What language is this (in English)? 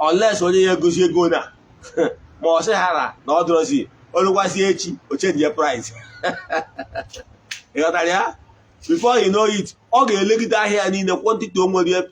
Igbo